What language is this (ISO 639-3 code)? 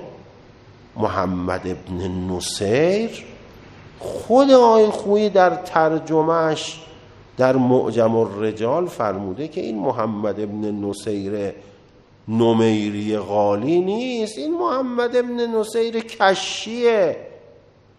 fas